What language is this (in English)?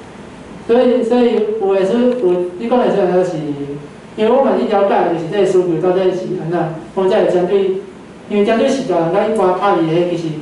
Min Nan Chinese